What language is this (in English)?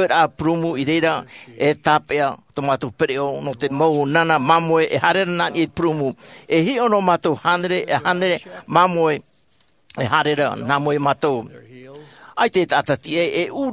Tahitian